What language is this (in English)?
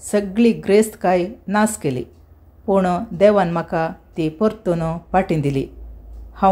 Konkani